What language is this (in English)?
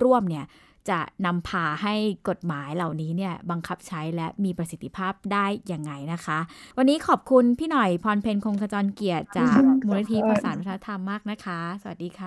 Thai